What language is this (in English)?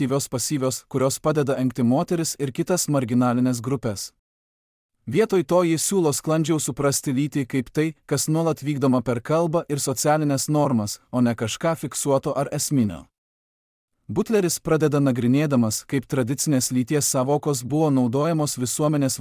Lithuanian